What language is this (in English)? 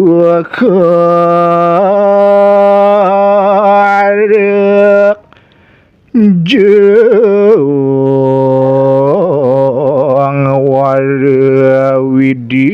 Balinese